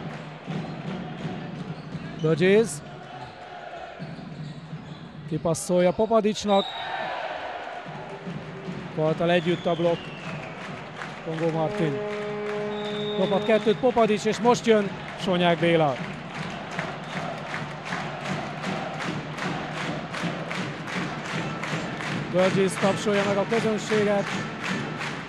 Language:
Hungarian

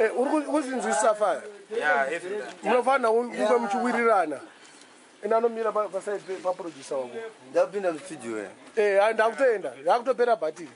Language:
Shona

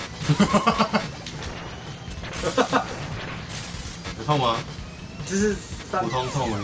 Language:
Chinese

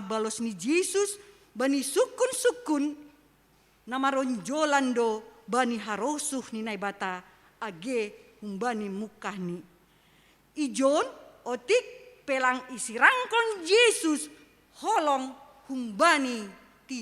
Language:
Batak Simalungun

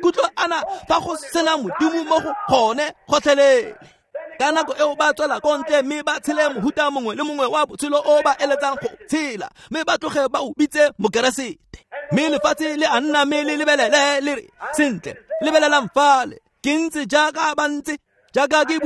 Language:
Tswana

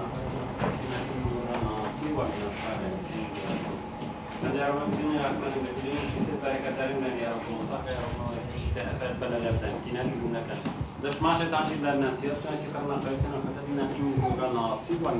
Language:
Tatar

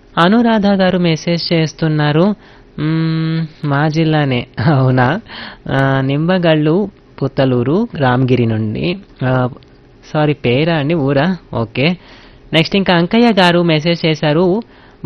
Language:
Telugu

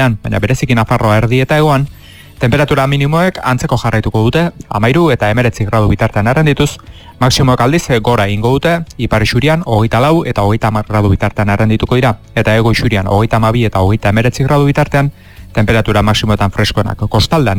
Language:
Basque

